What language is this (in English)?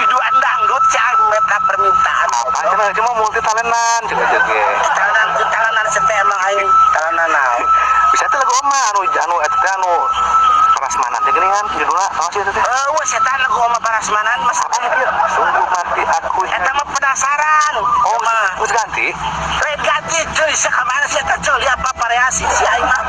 Sundanese